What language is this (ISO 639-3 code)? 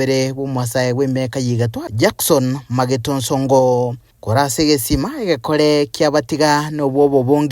guz